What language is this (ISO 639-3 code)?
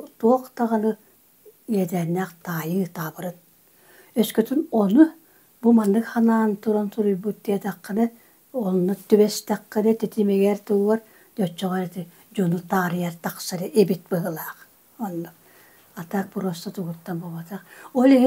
sah